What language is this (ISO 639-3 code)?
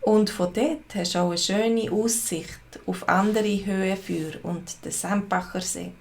gsw